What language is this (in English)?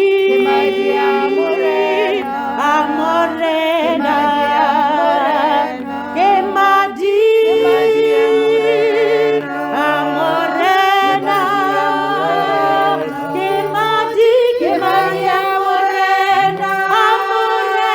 Tswana